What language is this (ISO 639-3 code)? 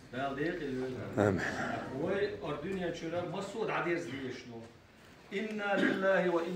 che